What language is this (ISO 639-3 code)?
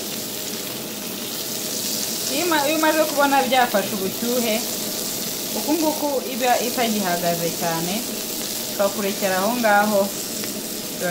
kin